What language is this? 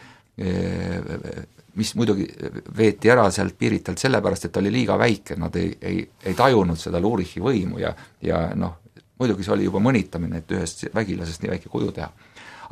Estonian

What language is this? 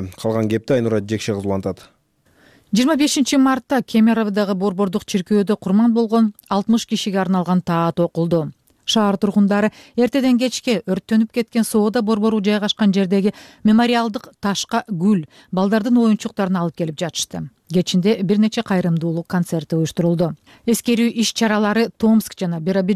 Kyrgyz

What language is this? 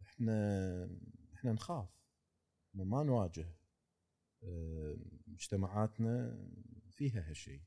Gulf Arabic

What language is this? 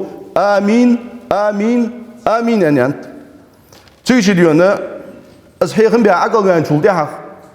Ingush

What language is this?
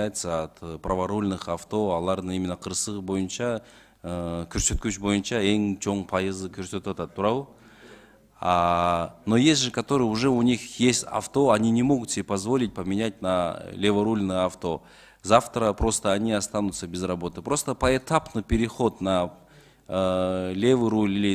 Kyrgyz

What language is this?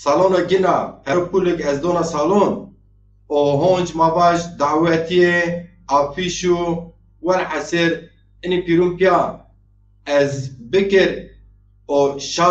Zaza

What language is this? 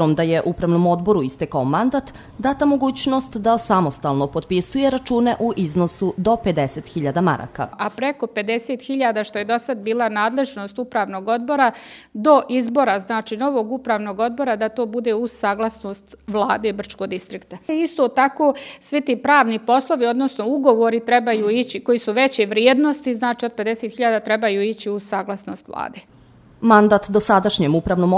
Bosnian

